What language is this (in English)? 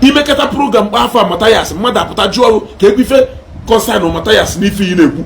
Igbo